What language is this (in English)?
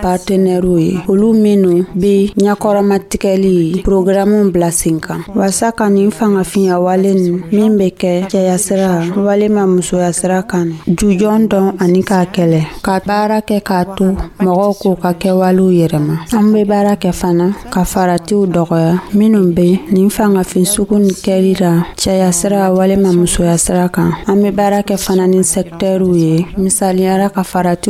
Dyula